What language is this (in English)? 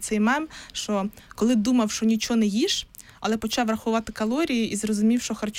Ukrainian